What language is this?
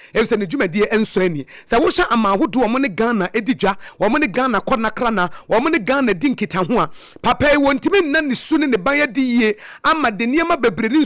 Akan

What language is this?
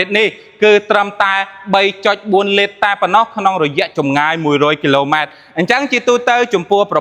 Khmer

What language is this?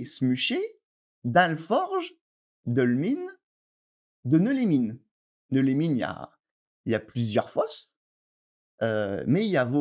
Picard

